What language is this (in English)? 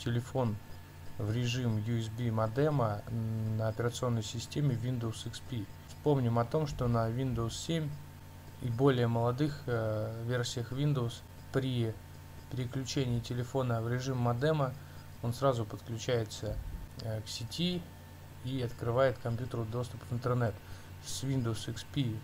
Russian